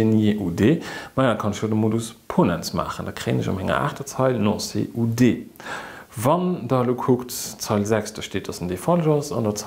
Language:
Luxembourgish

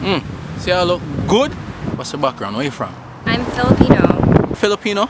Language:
Jamaican Creole English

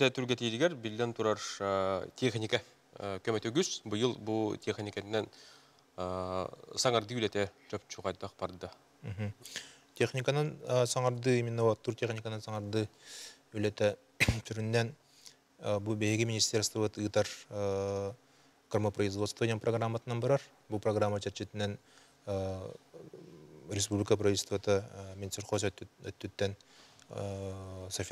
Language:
Yakut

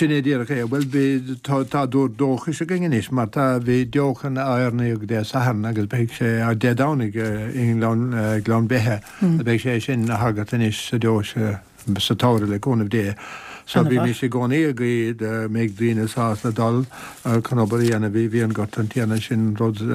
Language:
Irish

